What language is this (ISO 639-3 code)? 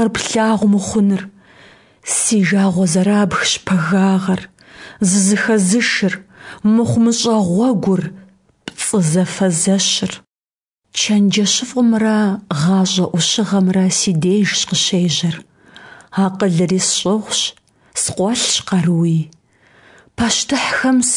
kbd